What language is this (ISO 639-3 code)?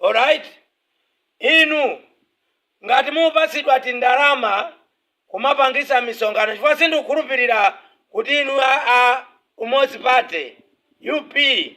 nya